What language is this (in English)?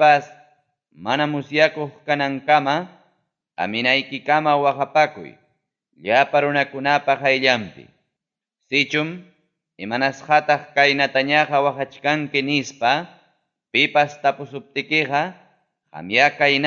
Ayacucho Quechua